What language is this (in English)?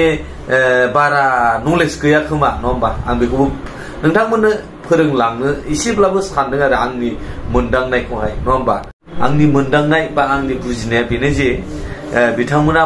Bodo